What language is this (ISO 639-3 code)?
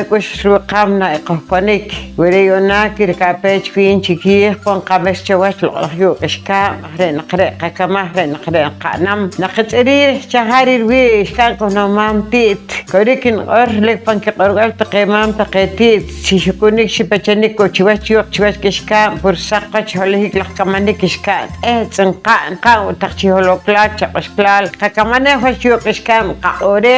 poh